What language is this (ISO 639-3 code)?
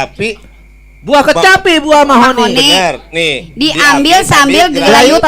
bew